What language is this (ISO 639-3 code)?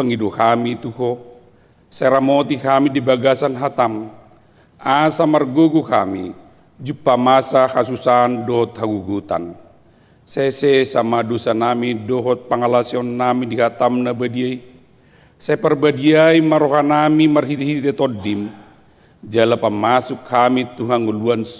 bbc